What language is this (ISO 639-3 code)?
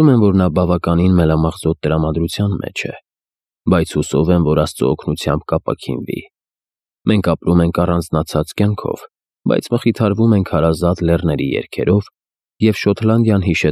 hye